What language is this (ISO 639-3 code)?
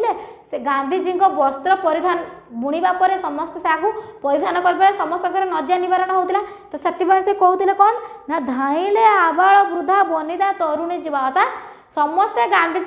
ori